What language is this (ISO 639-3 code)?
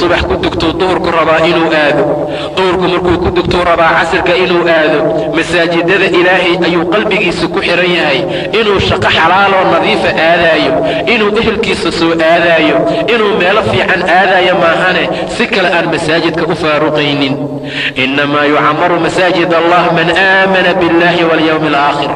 som